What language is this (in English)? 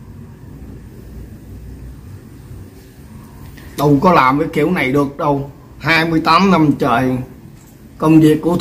Vietnamese